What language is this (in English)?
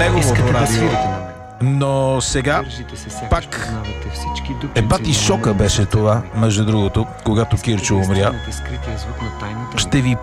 Bulgarian